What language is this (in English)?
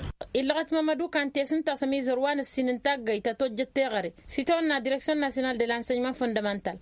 Tamasheq